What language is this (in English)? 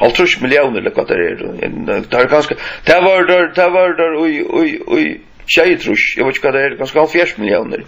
Faroese